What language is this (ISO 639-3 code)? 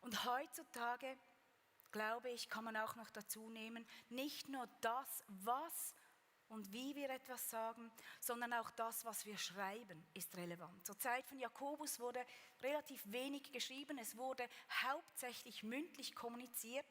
gsw